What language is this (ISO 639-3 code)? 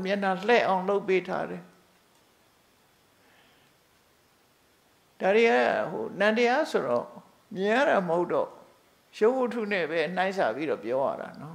mya